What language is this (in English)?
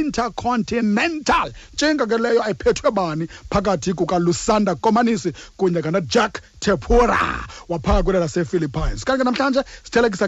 Xhosa